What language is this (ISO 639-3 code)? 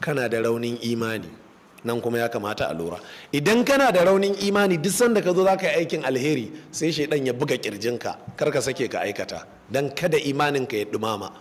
hau